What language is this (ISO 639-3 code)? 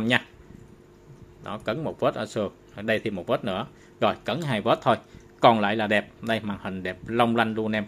vie